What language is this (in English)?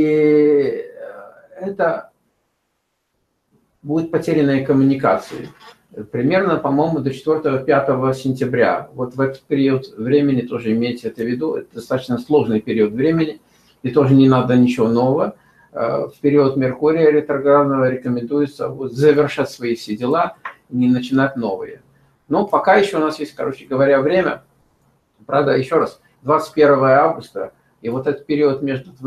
Russian